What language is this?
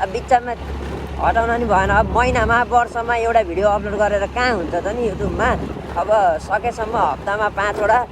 Nepali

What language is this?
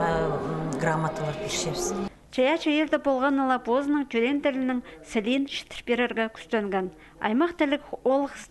Khakas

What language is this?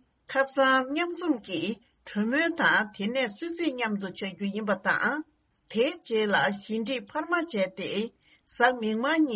Tibetan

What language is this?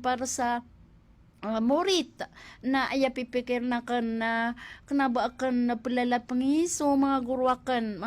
Maranao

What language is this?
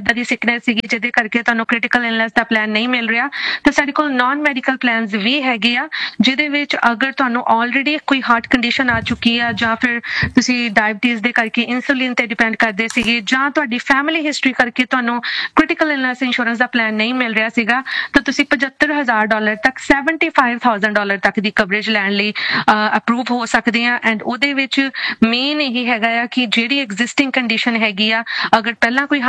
Punjabi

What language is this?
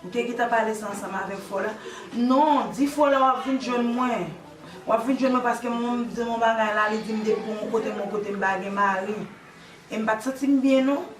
Haitian Creole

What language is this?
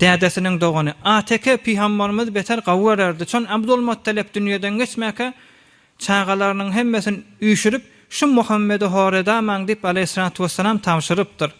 Turkmen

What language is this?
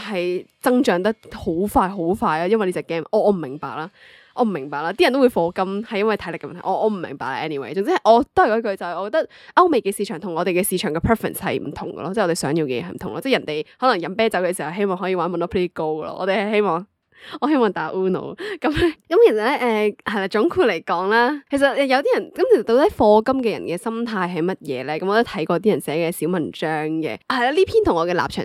Cantonese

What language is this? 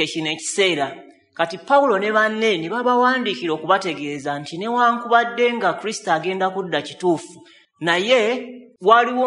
Ganda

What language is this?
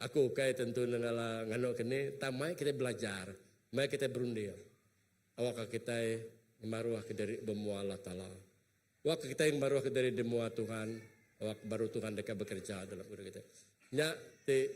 Iban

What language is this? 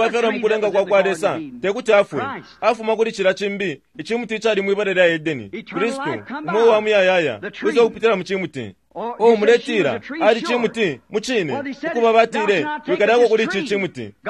Bemba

